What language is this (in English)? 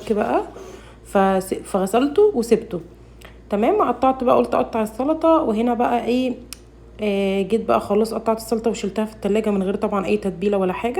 Egyptian Arabic